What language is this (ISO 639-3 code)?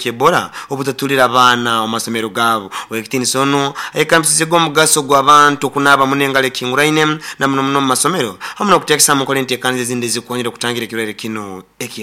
nyo